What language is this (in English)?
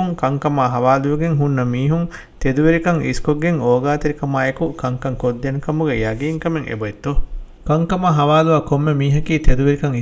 Divehi